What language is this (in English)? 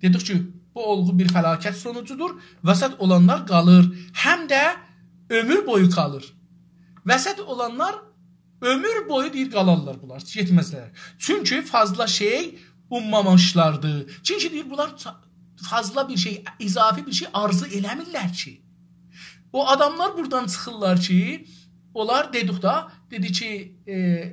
South Azerbaijani